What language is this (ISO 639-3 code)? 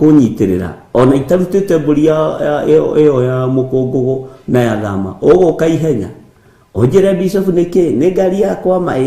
kik